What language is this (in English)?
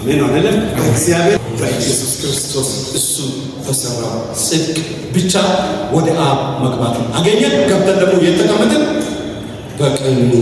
Amharic